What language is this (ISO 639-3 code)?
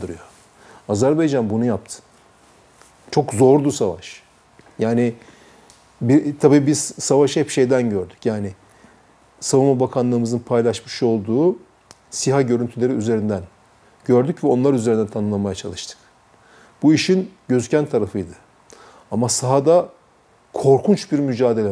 tur